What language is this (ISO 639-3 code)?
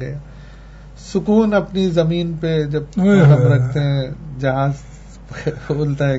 urd